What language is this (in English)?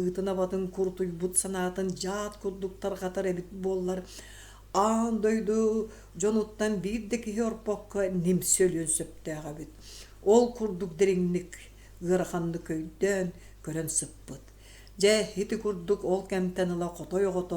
Yakut